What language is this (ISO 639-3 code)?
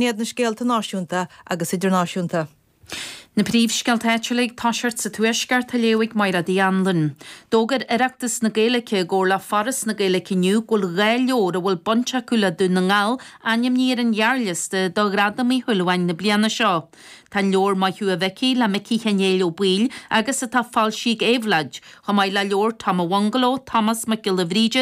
gle